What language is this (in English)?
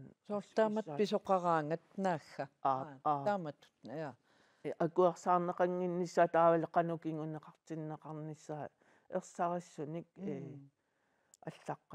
Kalaallisut